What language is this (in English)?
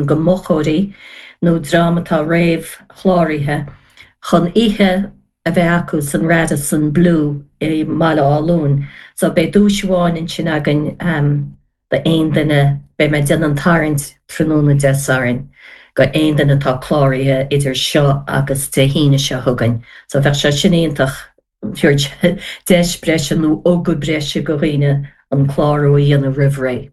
Irish